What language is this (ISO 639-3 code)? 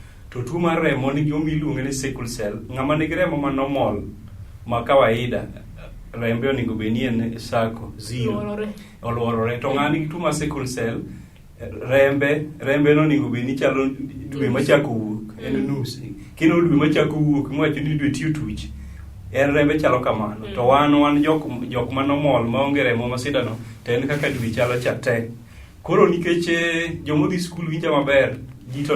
luo